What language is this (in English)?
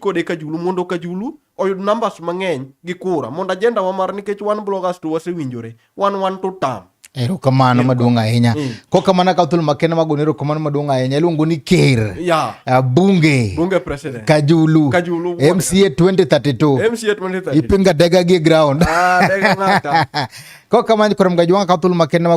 Luo (Kenya and Tanzania)